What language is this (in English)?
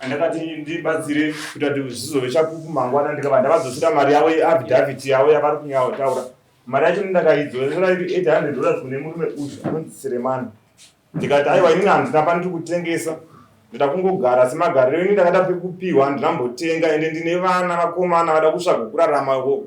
Shona